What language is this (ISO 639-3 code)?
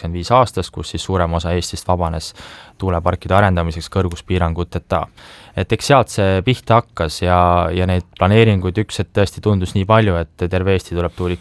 est